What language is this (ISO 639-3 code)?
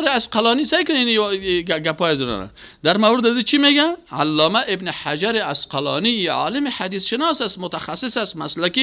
fas